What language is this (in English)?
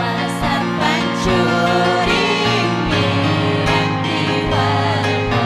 Ayacucho Quechua